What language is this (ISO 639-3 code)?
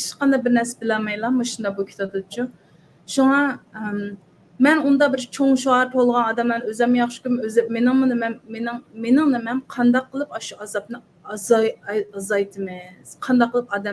uig